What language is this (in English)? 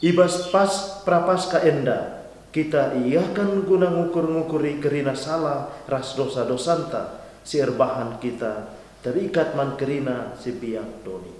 Batak Karo